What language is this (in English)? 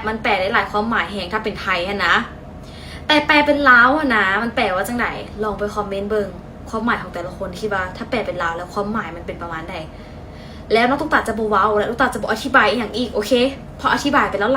Lao